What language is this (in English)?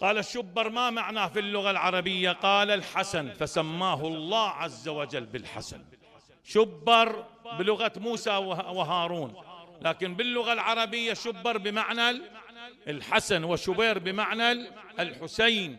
Mesopotamian Arabic